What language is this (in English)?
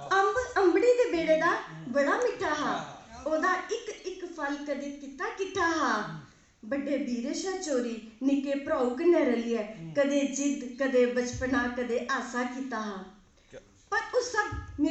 Dogri